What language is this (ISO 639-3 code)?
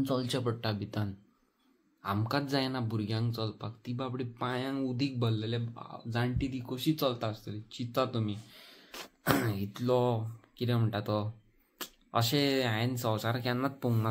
kok